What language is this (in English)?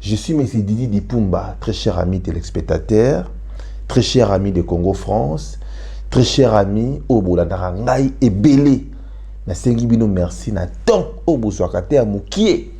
Lingala